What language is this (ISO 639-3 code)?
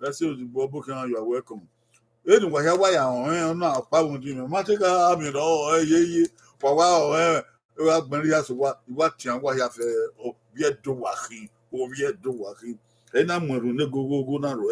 bin